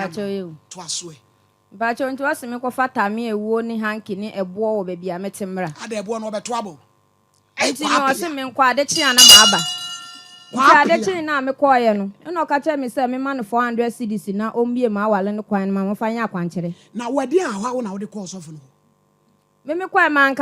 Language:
Akan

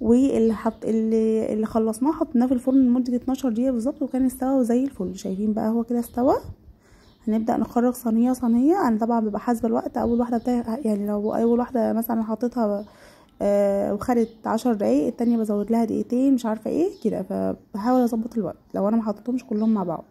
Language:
Egyptian Arabic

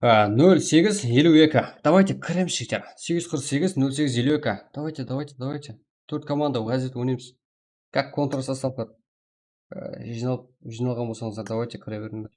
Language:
Kara-Kalpak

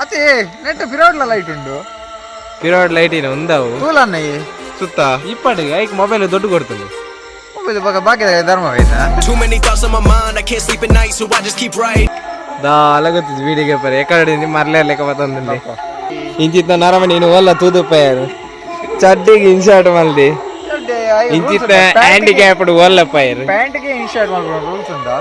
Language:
Tulu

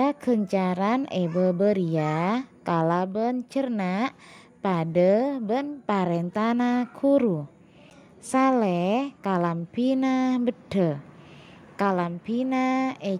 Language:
Madurese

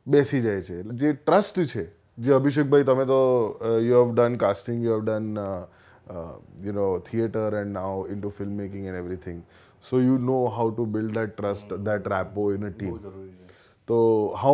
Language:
Gujarati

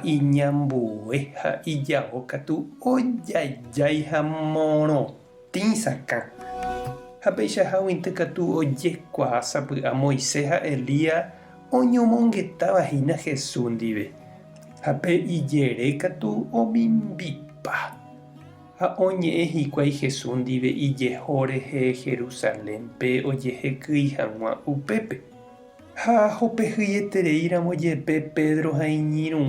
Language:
Guarani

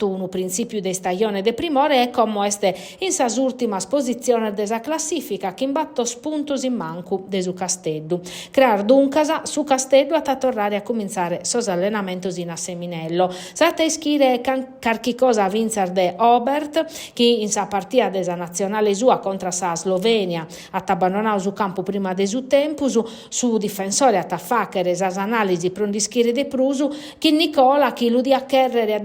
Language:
Sardinian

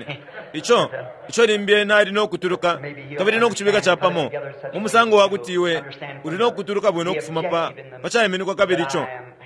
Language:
Bemba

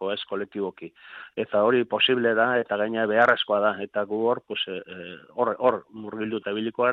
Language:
Basque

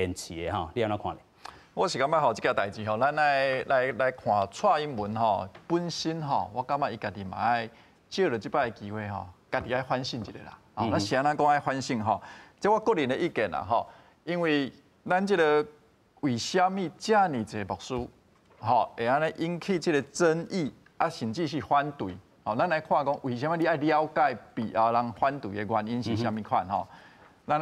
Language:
Min Nan Chinese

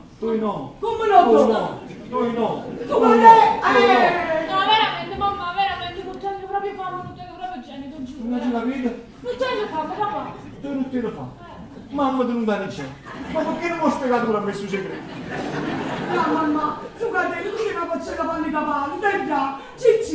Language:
Neapolitan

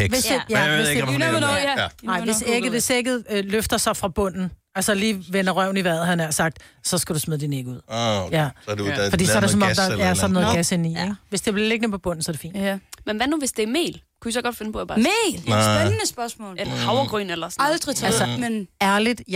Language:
Danish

